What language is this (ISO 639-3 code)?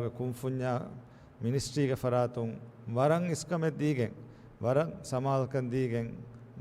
div